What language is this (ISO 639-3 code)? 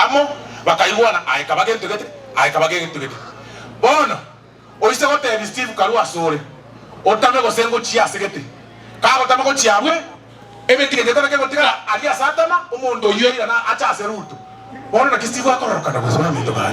guz